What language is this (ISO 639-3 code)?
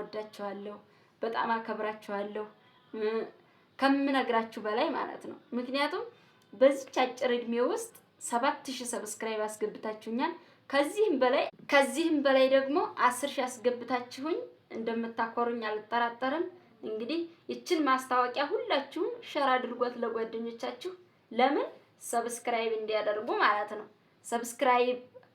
amh